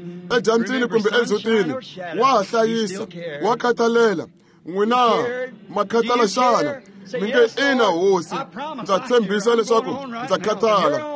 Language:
Tsonga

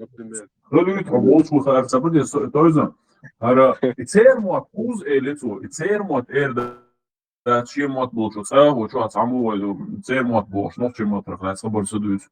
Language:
Chechen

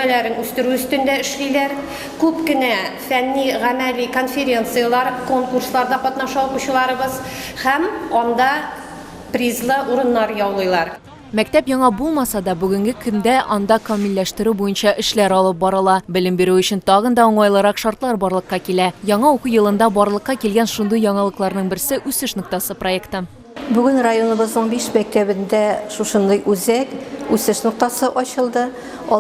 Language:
Tatar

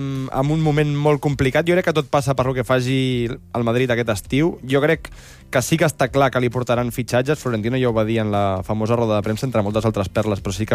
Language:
Catalan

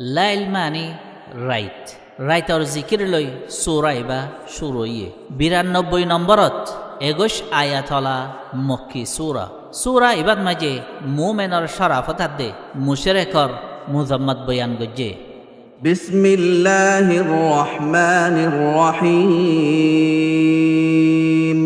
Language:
Rohingya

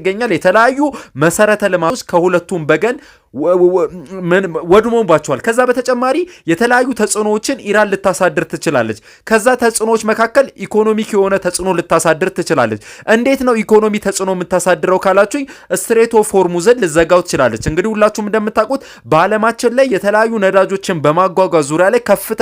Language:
Amharic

